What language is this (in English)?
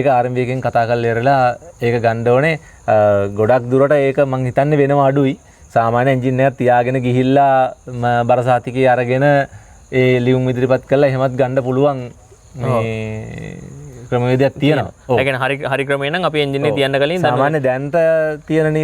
Sinhala